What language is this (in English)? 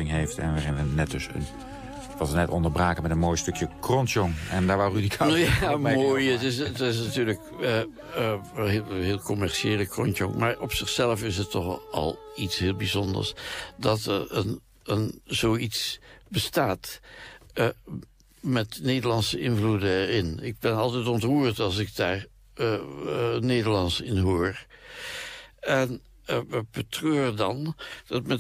Dutch